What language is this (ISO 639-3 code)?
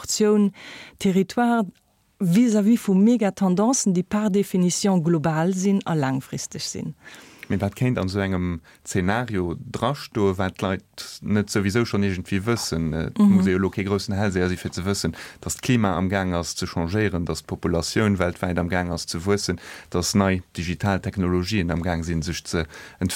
ltz